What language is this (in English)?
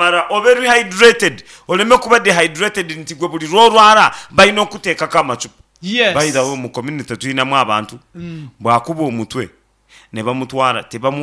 Nyankole